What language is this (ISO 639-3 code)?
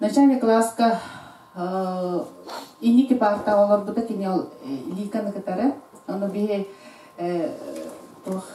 sah